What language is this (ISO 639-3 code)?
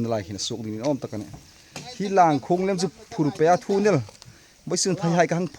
hmr